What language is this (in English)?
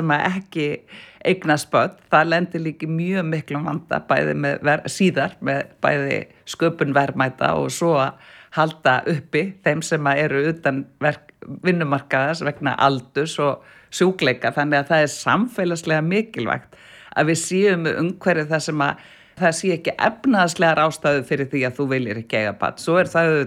Icelandic